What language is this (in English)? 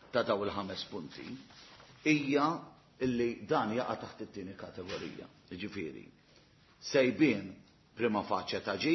Maltese